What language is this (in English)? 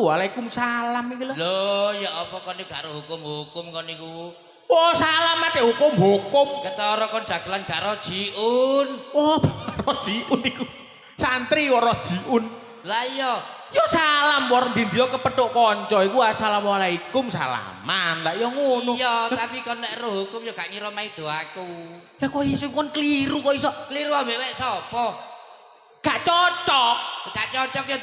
Javanese